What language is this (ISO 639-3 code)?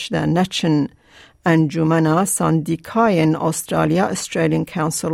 kur